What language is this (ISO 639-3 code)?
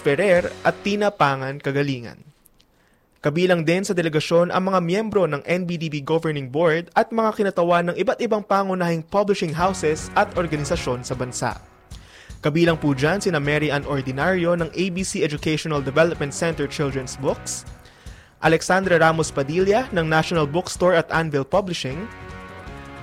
fil